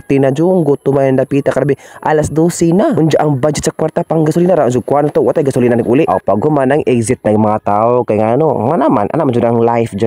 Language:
Cebuano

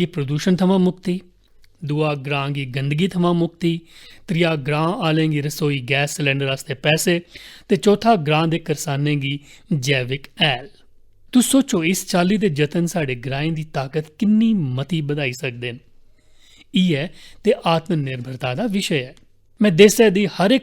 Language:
Dogri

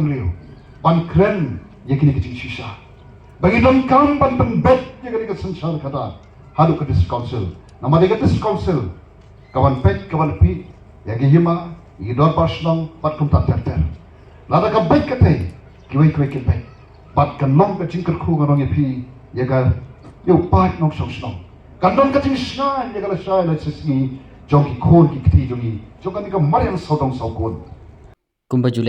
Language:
Khasi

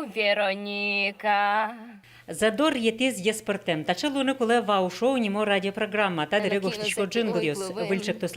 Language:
Udmurt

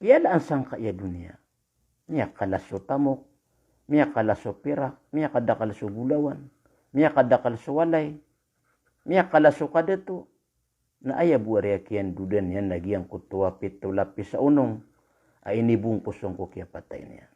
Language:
Maranao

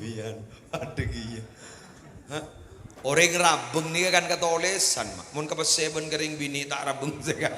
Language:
Madurese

